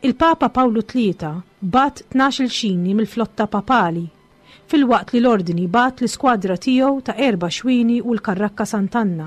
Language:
Maltese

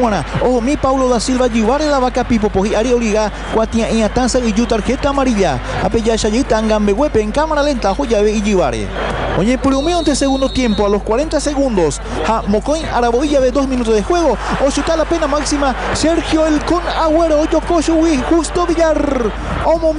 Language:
Guarani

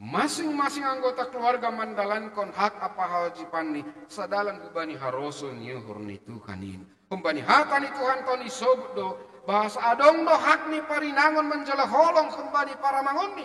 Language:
Batak Simalungun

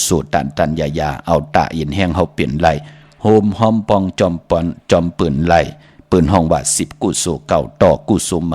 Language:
Shan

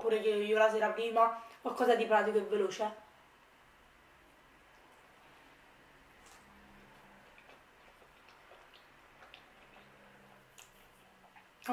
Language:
Italian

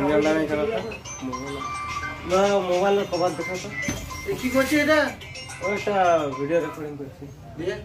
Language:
Santali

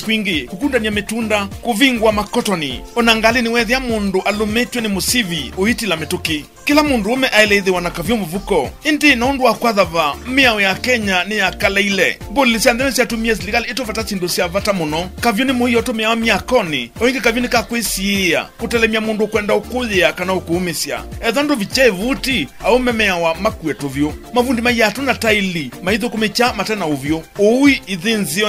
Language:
Kamba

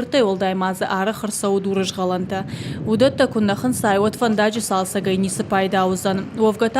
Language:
Ossetic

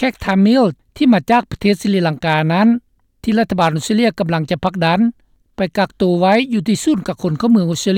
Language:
Lao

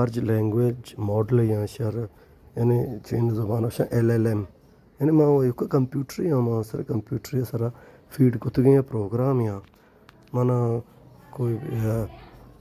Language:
Baluchi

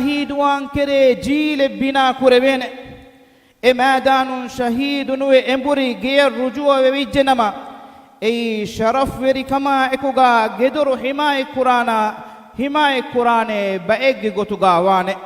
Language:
Divehi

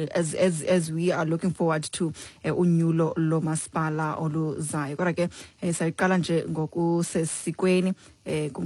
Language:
Xhosa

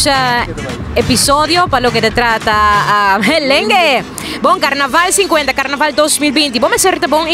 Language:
Papiamento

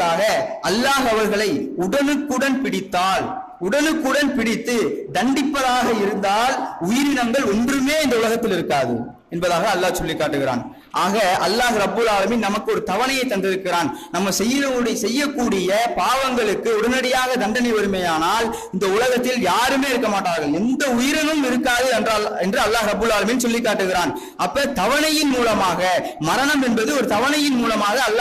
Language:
Tamil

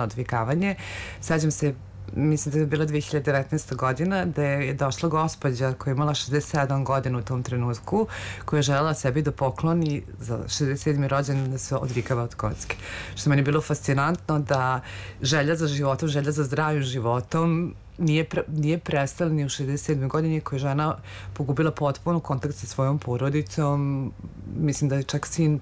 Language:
Serbian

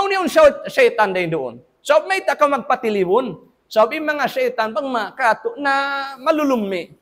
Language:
Tausug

